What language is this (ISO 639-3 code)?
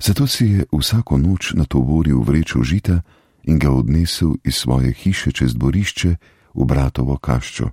slv